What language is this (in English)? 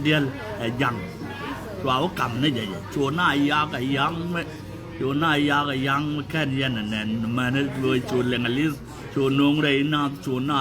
Nuer